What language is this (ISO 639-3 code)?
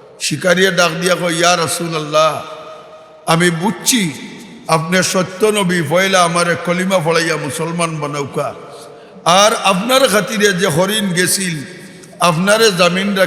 syl